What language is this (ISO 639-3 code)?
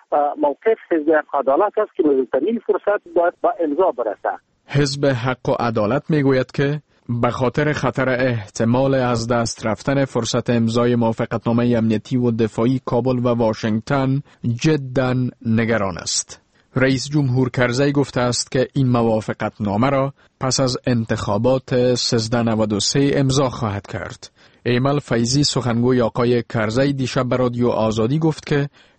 fas